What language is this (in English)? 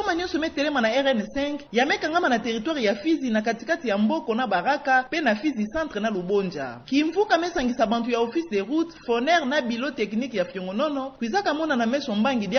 Kituba (Democratic Republic of Congo)